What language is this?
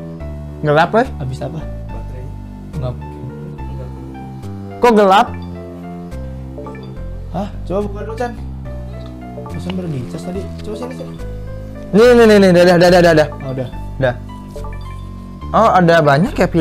Indonesian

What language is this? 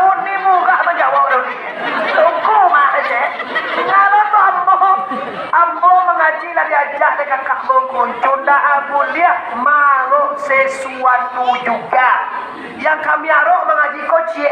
Minangkabau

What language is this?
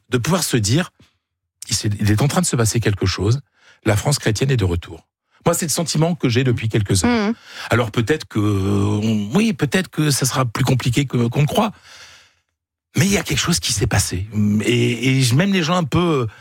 French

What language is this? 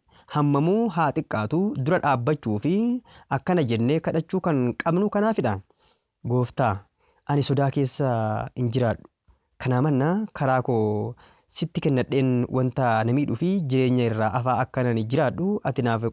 Oromo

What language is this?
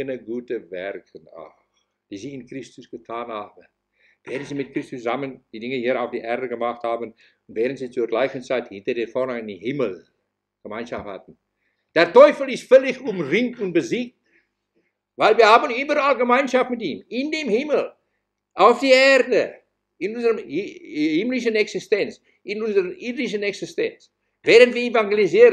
German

